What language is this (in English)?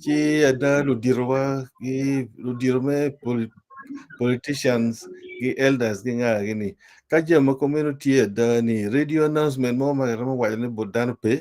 Acoli